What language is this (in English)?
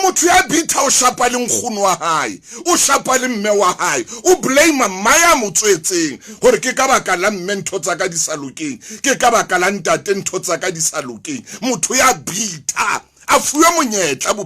Southern Sotho